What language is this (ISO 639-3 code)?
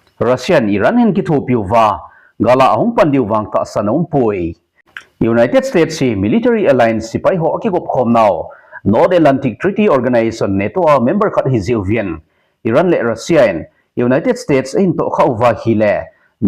tcz